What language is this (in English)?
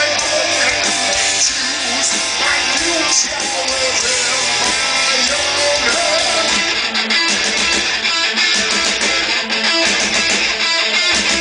English